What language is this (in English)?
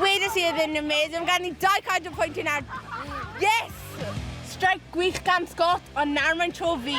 Welsh